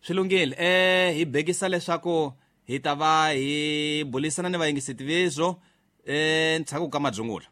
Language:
Tsonga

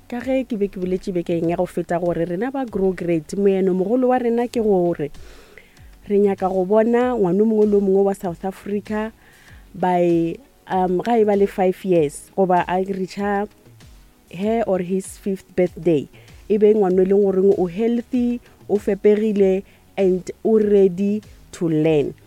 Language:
Northern Sotho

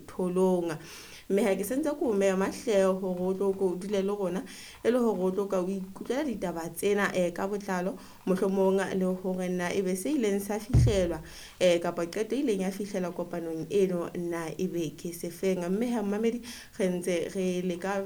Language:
Southern Sotho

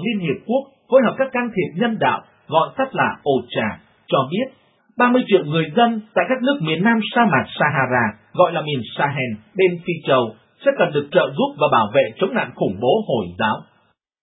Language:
Vietnamese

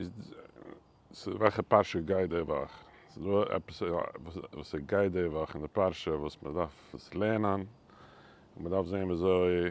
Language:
Yiddish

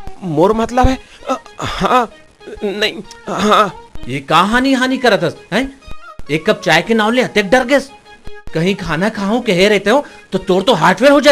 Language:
Chhattisgarhi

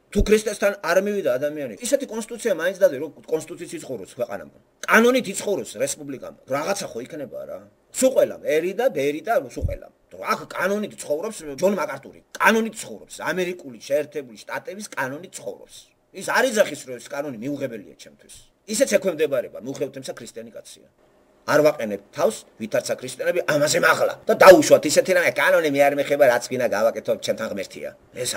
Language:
Georgian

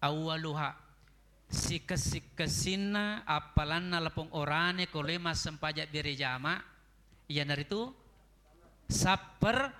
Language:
Buginese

